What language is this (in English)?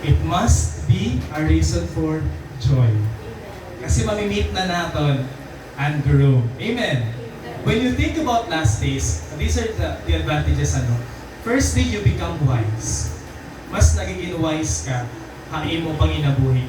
Waray